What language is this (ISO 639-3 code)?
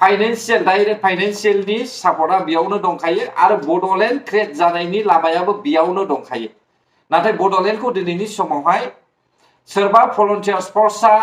brx